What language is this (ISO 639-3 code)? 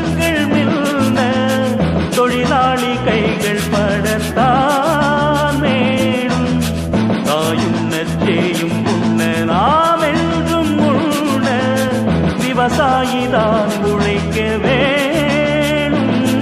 tam